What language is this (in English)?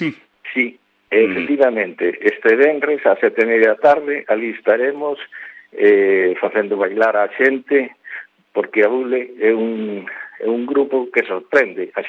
Galician